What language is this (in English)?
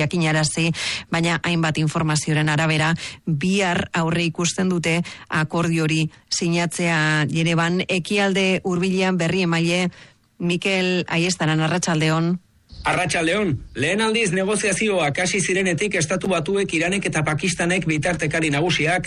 Basque